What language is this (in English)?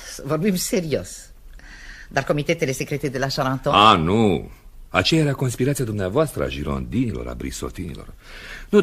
Romanian